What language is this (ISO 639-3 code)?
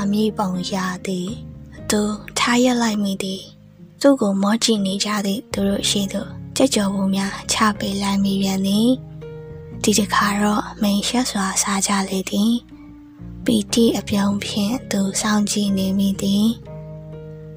mya